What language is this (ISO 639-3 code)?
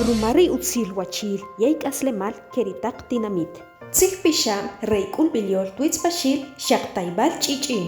acr